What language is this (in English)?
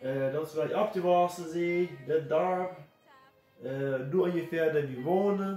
Plautdietsch